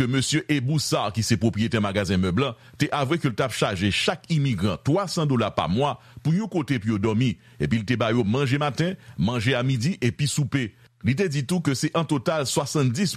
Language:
Haitian Creole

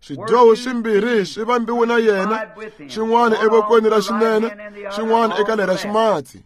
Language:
Tsonga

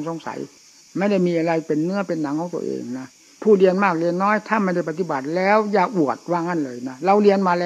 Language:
Thai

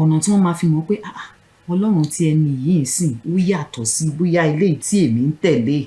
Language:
Yoruba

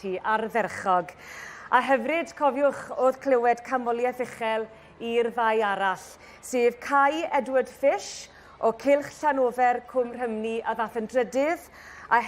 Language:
Welsh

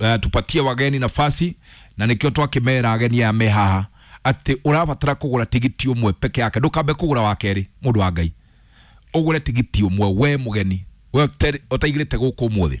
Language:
Kikuyu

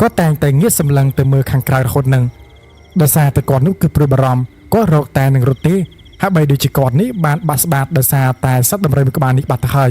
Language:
Khmer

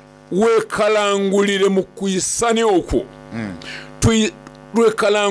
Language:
Soga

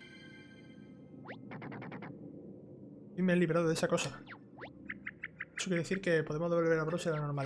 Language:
Spanish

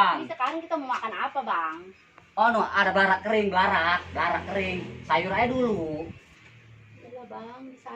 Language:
Betawi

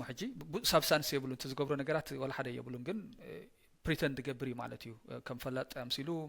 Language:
Tigrinya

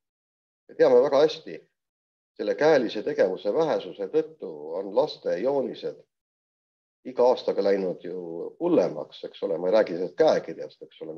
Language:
Estonian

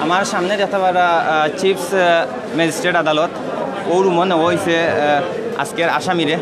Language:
Sylheti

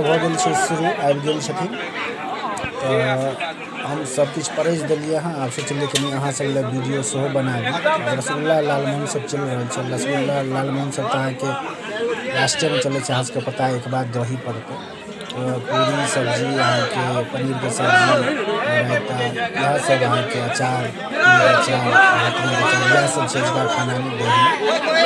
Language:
Maithili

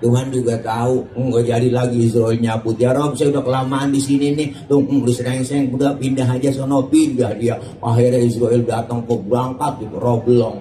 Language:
Betawi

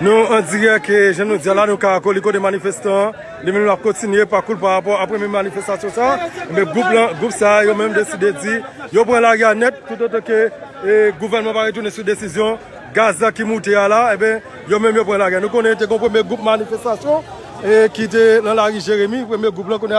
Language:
Haitian Creole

